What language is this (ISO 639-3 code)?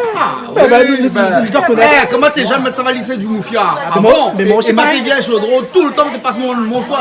rcf